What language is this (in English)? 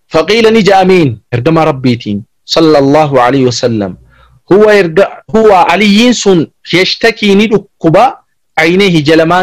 Oromo